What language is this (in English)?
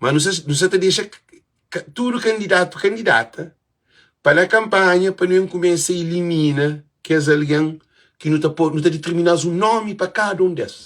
Kabuverdianu